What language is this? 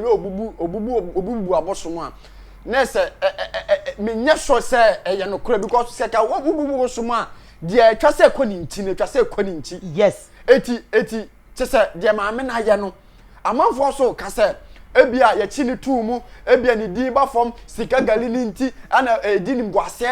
Akan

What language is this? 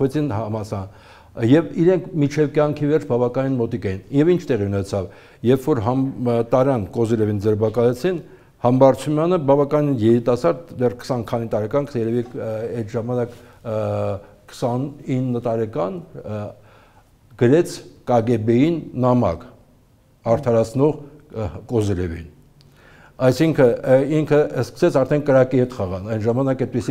Armenian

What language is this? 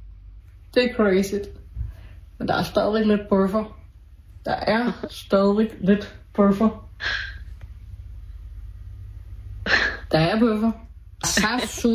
Danish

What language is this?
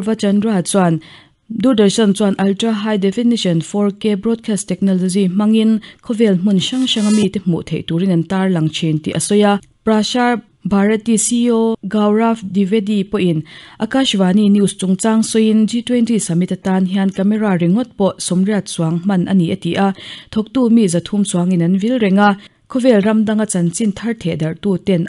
Mizo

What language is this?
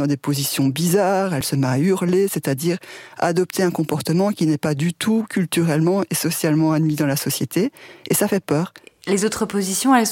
French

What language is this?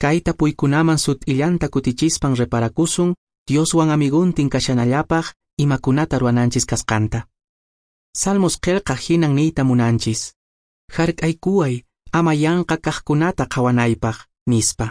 Quechua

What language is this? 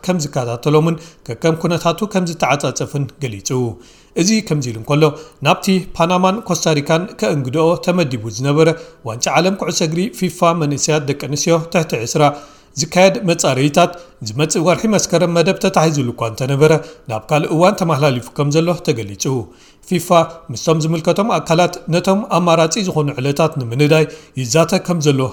Tigrinya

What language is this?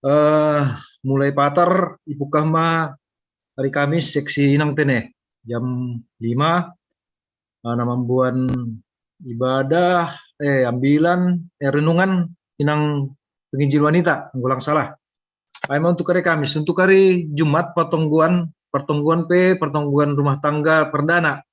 Batak Simalungun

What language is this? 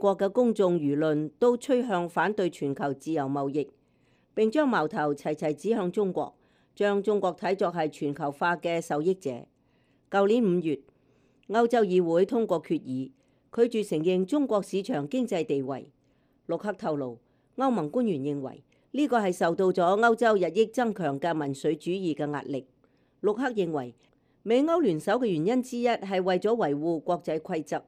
Cantonese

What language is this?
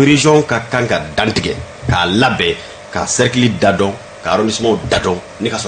Bambara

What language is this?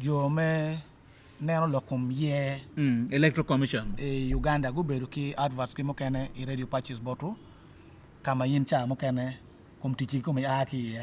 Acoli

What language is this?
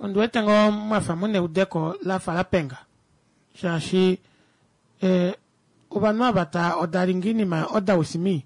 Kuanyama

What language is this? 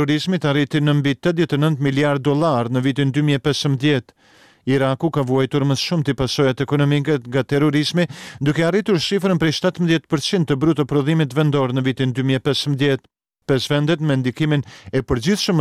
Albanian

